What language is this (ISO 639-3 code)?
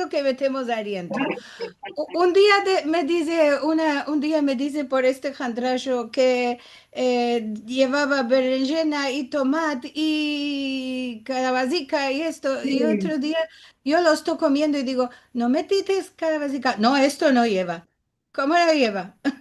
lad